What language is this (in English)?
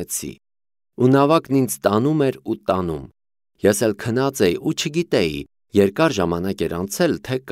Armenian